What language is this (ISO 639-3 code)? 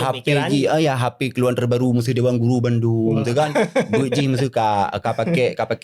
ace